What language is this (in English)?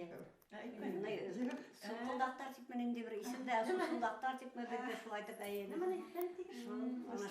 Tatar